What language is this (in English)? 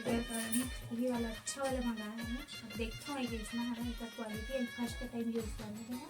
Chhattisgarhi